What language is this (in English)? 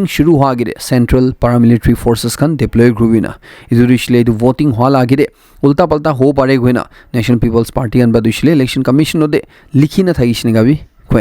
Naga Pidgin